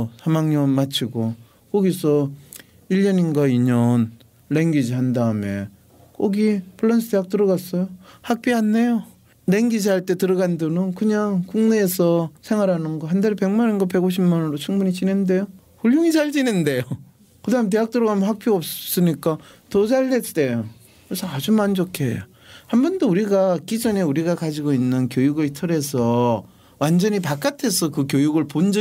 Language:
Korean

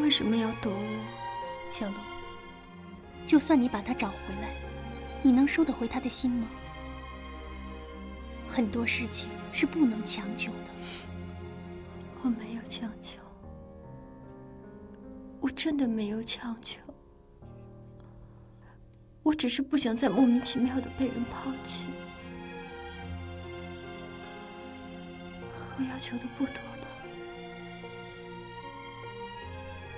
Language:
Chinese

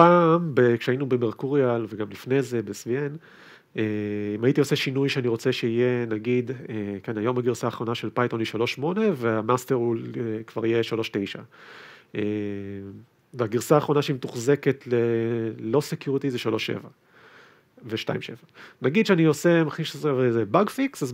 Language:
Hebrew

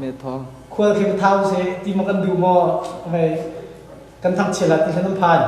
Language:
Hakha Chin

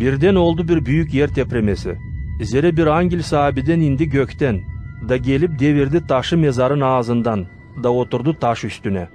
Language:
Gagauz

